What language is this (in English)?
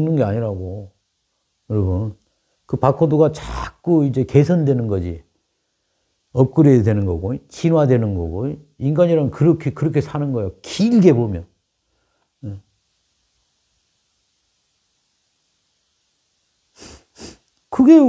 Korean